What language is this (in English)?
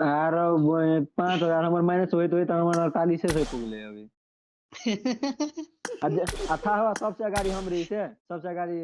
Maithili